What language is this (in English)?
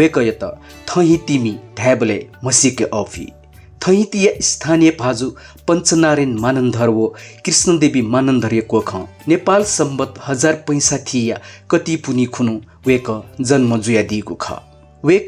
Newari